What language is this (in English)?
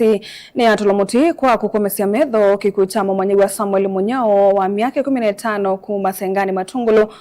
Kamba